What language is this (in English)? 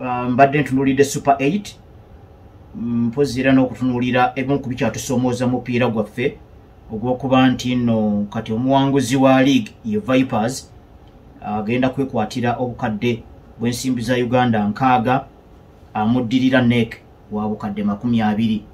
Ganda